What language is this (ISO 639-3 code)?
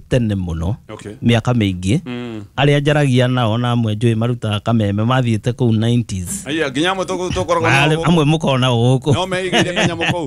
kik